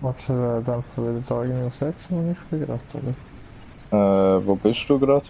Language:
Swiss German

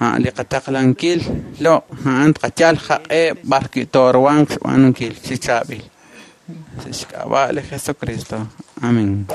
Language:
Kekchí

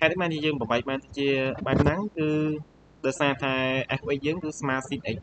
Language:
Khmer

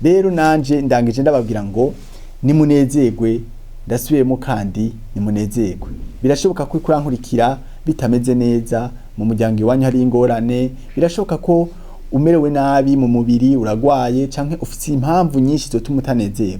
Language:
Rundi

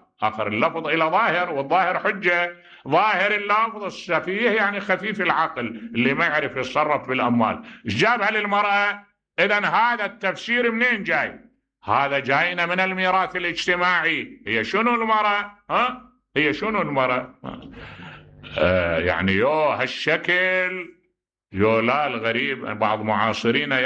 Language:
Mesopotamian Arabic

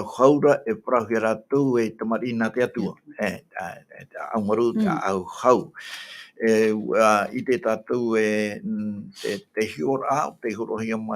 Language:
Tahitian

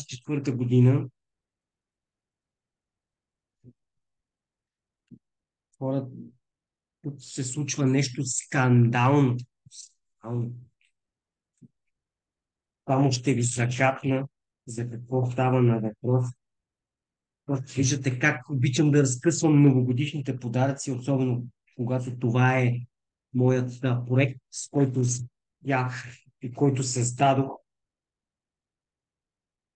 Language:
Bulgarian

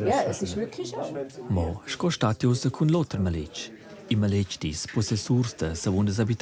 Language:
Romansh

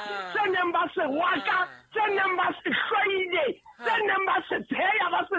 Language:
Southern Sotho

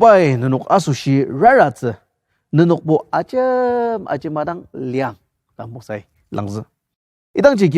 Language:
Ao Naga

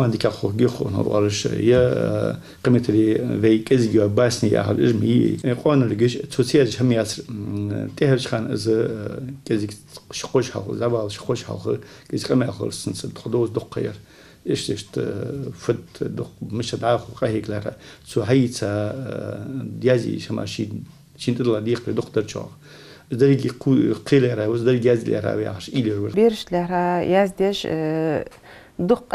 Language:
Ingush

